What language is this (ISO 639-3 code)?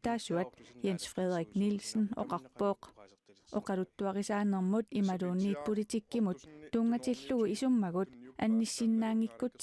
kal